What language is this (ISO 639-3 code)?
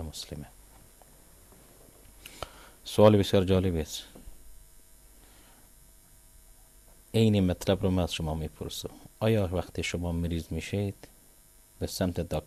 fas